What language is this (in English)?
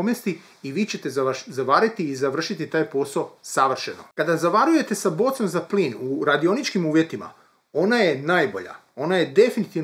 Croatian